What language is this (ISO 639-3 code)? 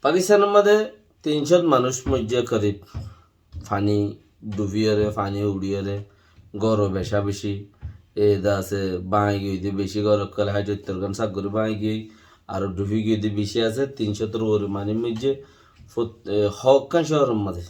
rhg